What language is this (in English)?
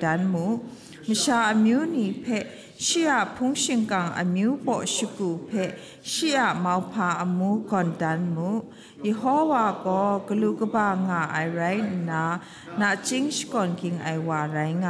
Kachin